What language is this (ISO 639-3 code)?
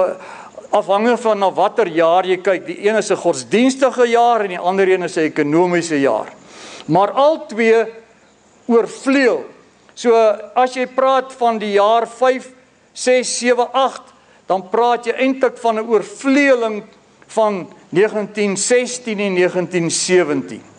afr